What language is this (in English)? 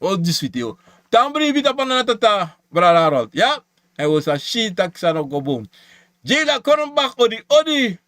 Sranan Tongo